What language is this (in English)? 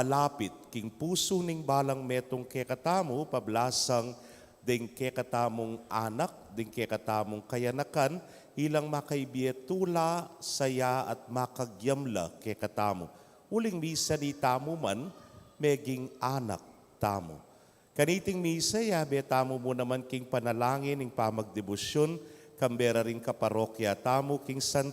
Pampanga